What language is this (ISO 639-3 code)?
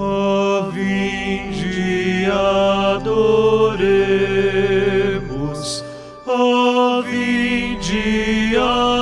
por